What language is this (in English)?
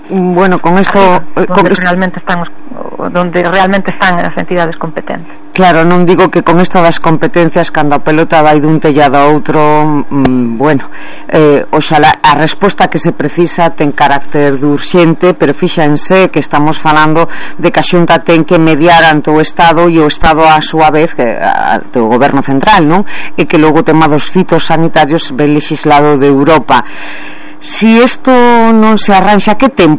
Galician